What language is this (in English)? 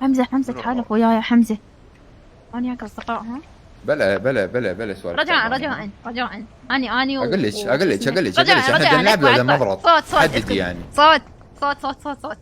Mesopotamian Arabic